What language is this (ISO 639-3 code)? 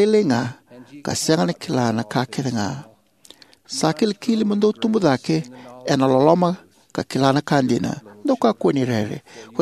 fij